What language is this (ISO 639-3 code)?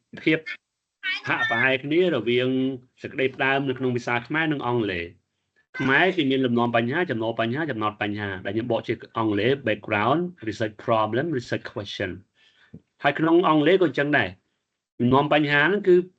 khm